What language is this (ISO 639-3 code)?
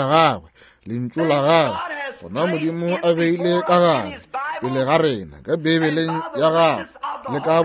nso